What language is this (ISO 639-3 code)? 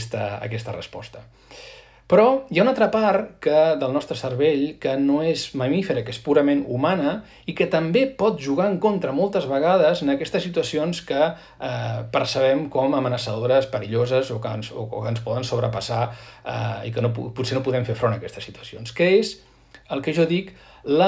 cat